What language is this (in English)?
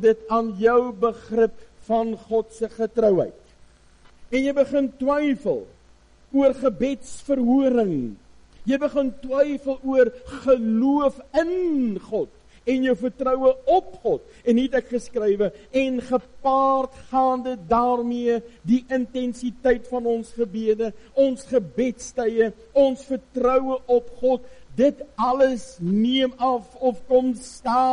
Afrikaans